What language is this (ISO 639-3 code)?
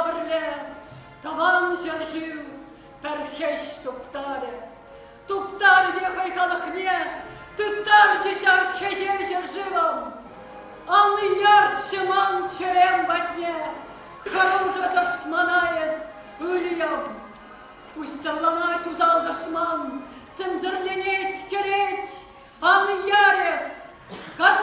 chv